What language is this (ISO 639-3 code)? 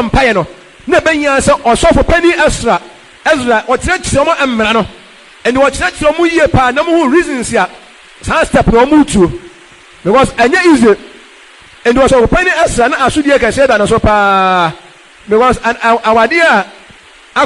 aka